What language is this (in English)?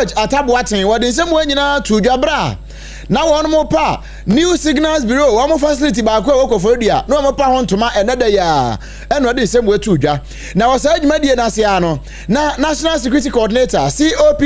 Akan